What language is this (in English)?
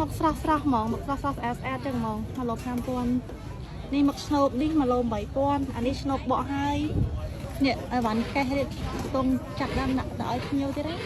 Khmer